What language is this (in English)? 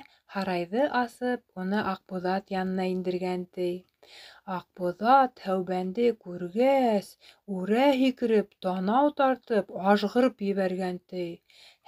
Bashkir